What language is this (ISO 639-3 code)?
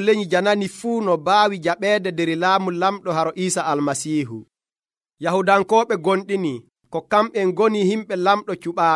fuv